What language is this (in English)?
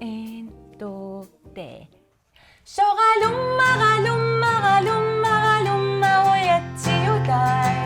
Kalaallisut